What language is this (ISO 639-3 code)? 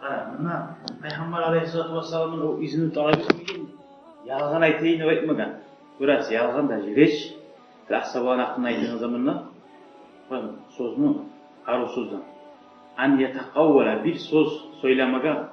kum